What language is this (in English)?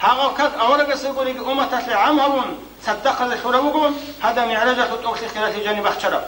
Avaric